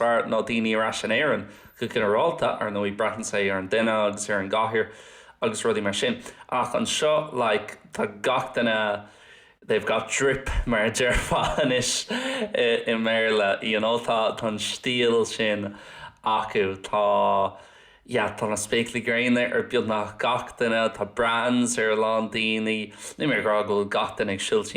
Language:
Irish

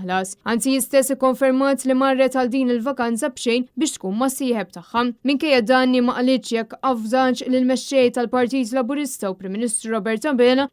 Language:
Maltese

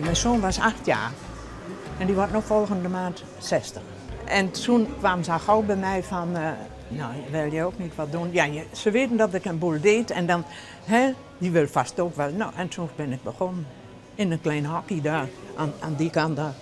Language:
Western Frisian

